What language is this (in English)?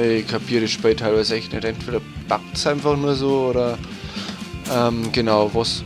Bavarian